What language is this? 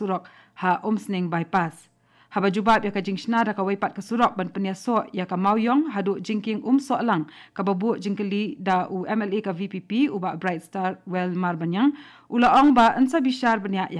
Khasi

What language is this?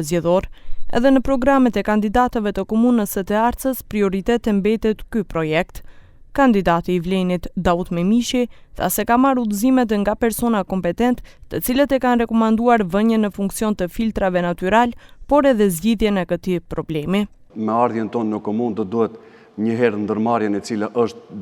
Albanian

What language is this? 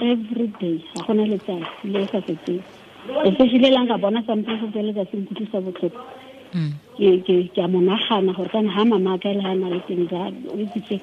Tswana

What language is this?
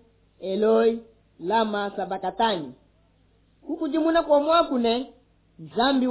Luba-Lulua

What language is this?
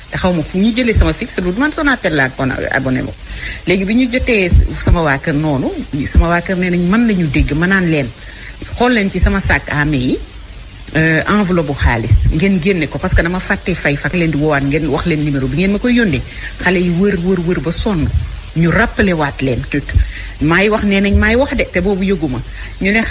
Wolof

